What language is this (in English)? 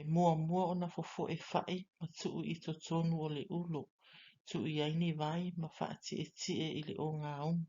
Samoan